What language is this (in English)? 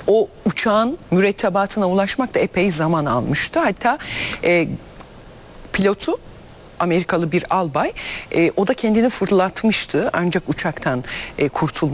Turkish